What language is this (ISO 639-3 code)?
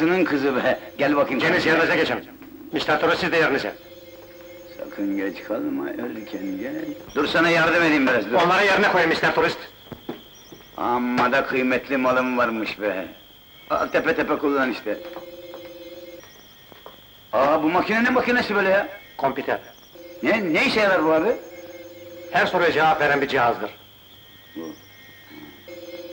tur